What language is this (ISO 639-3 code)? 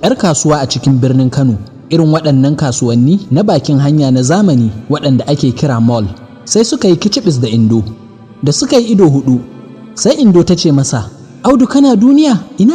hau